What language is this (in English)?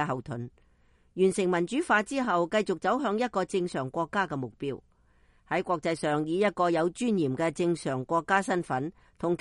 Cantonese